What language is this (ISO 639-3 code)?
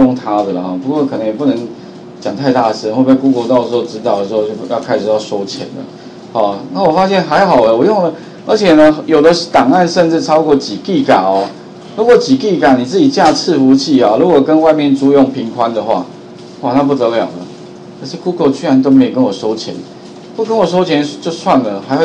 zho